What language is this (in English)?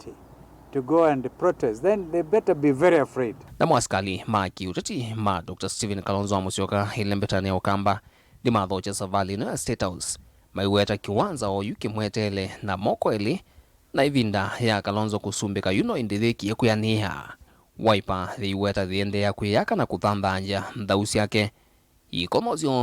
Kamba